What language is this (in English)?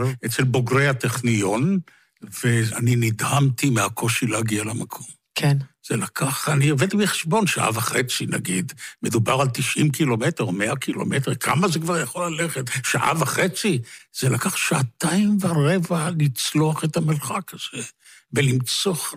Hebrew